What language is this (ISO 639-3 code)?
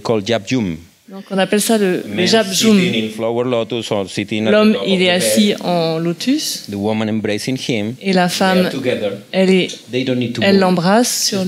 fra